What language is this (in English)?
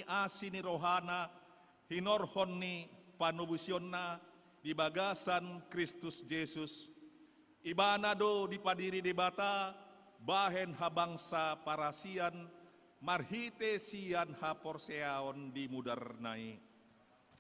Batak Toba